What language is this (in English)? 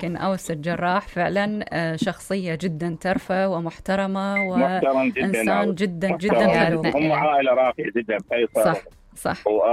Mesopotamian Arabic